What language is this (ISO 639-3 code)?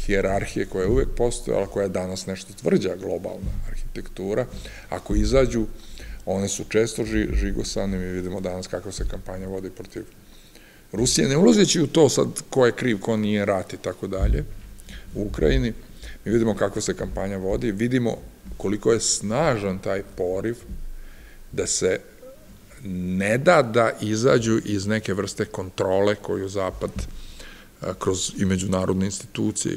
srp